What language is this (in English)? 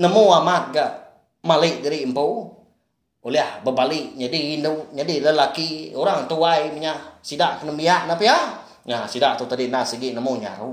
Iban